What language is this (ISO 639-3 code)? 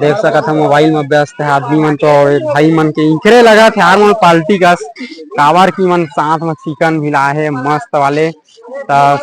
hne